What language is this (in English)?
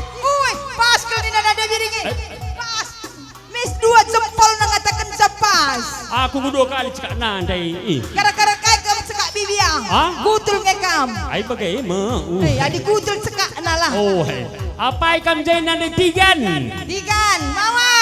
Batak Karo